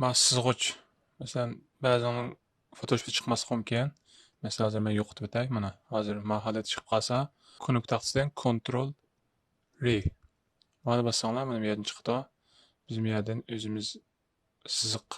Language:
Uyghur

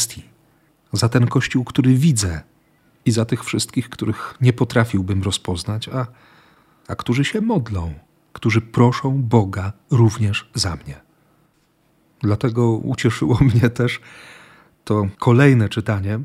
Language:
Polish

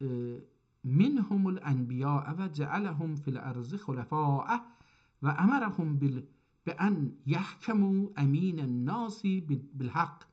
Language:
South Azerbaijani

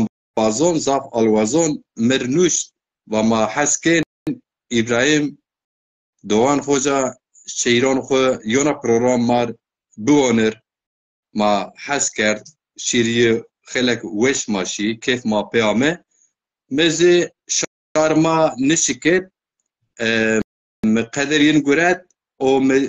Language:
Zaza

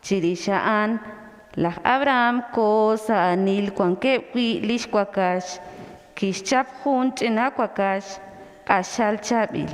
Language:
Kekchí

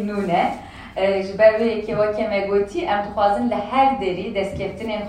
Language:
Kurdish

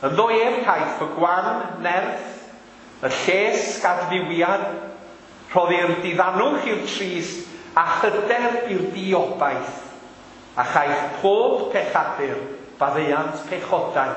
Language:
Welsh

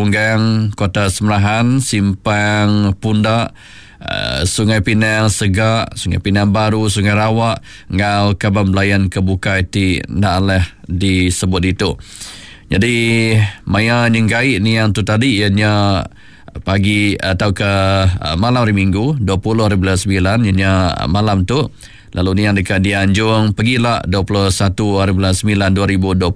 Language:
Iban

